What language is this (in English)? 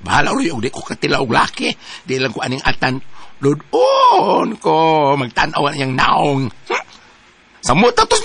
Cebuano